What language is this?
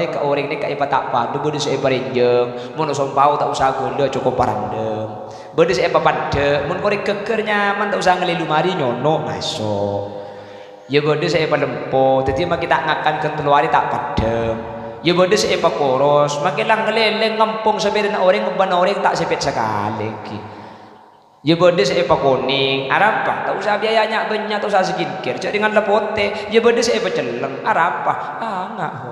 Madurese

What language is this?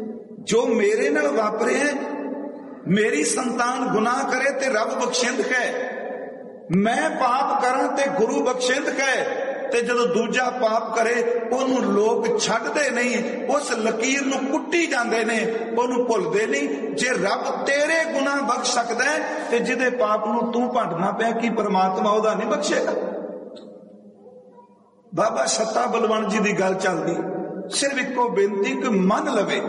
Punjabi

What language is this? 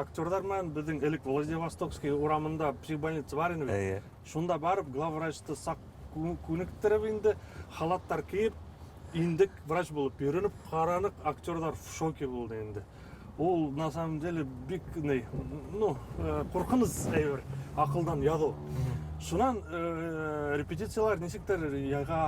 Bashkir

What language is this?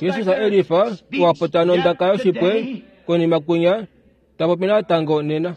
Kuanyama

